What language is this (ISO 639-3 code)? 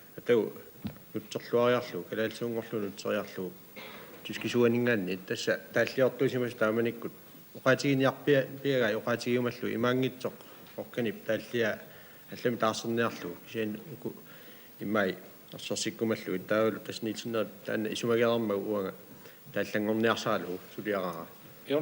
kal